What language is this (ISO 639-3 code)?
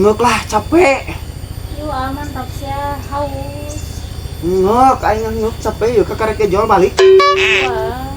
sun